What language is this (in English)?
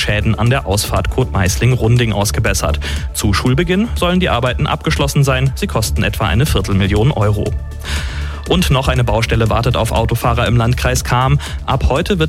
German